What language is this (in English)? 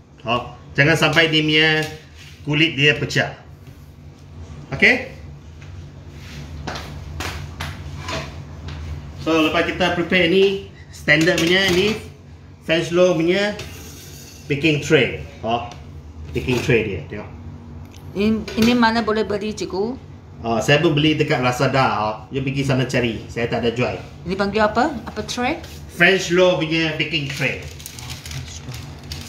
Malay